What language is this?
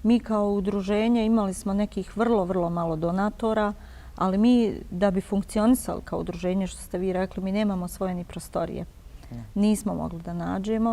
Bosnian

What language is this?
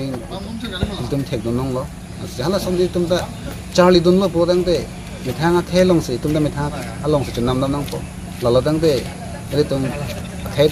Karbi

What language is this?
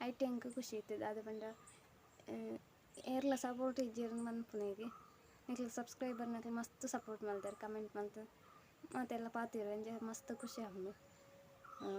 Tulu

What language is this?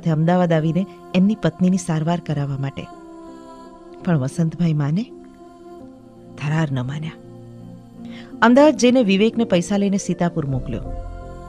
Gujarati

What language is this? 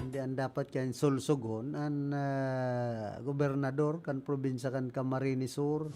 Bikol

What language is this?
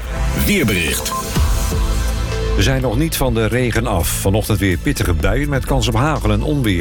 Dutch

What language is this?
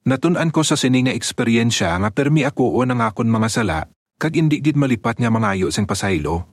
Hiligaynon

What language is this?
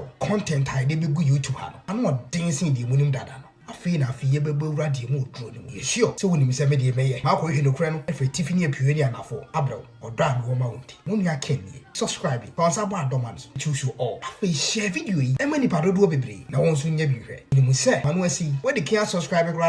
Akan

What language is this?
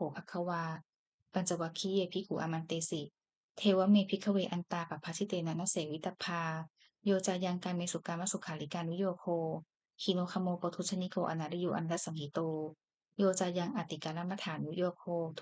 Pali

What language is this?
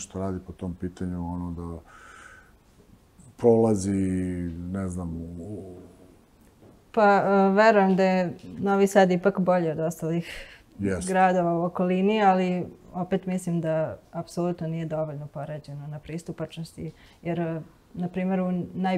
Serbian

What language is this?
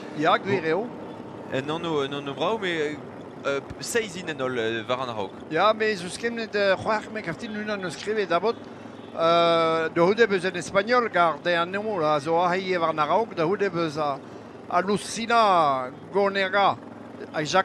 Breton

